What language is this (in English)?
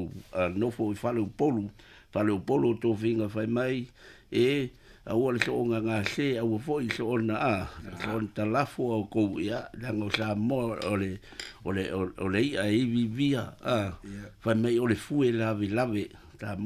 Samoan